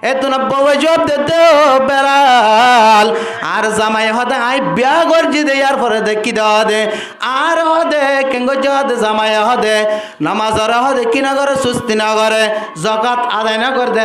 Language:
Rohingya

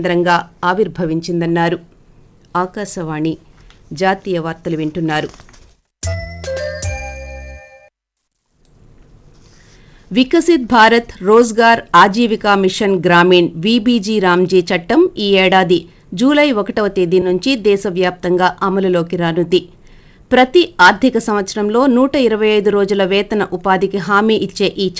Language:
Telugu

